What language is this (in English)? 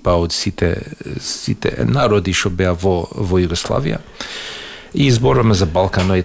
Macedonian